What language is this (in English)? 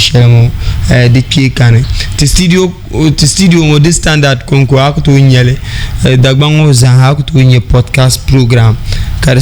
Dagbani